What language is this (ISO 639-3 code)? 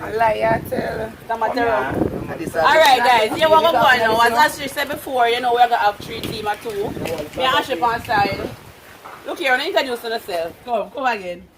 jam